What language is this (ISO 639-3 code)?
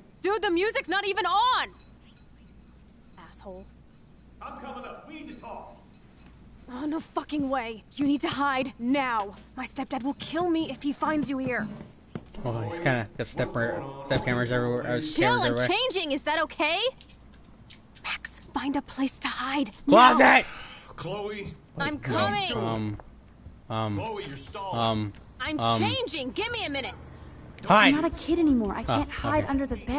eng